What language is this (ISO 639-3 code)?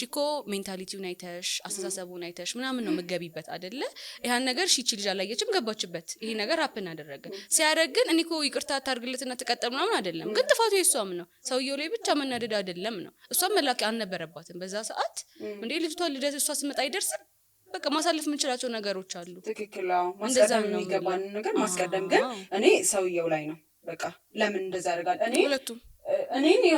amh